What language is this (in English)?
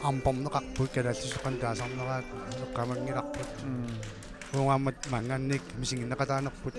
Kalaallisut